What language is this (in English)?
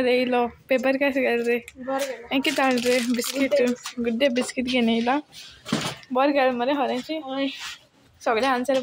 Konkani